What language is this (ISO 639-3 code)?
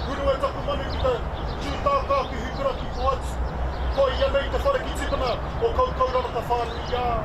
mri